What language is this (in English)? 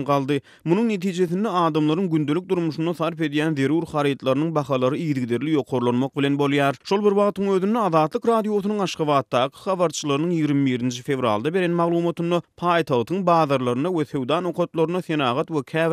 Turkmen